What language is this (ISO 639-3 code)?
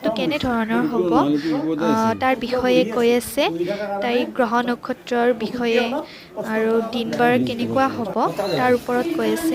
asm